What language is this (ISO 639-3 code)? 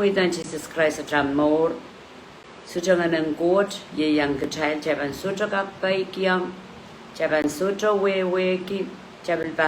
pon